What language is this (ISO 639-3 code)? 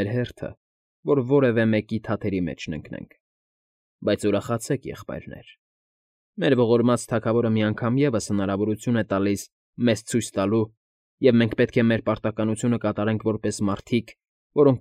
hye